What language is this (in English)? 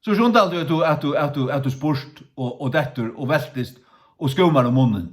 Faroese